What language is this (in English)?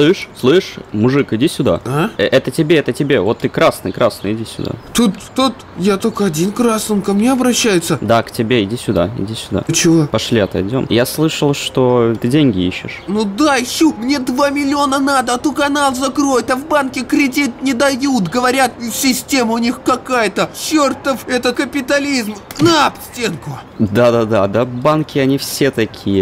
Russian